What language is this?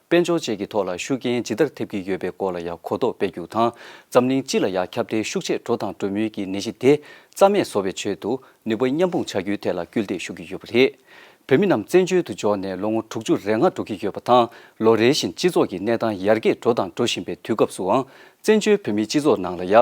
Tibetan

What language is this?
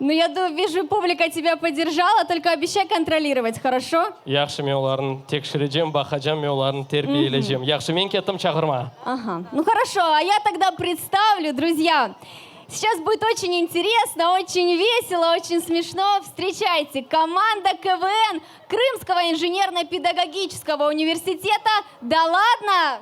Crimean Tatar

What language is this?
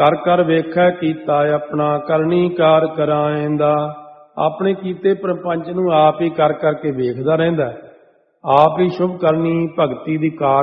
Punjabi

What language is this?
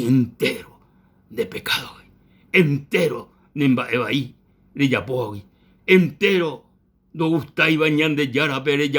Guarani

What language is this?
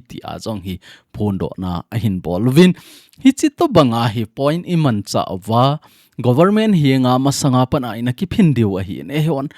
Thado Chin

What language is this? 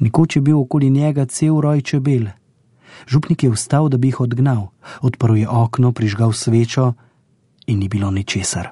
Slovenian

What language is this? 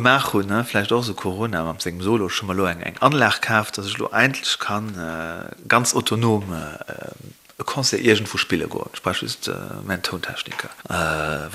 Luxembourgish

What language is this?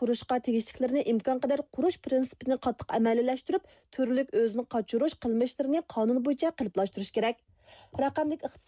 Uyghur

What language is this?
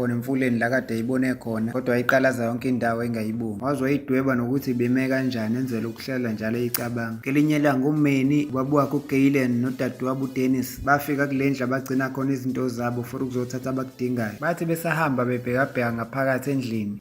Zulu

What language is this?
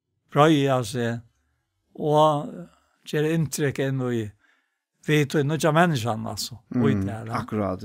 Faroese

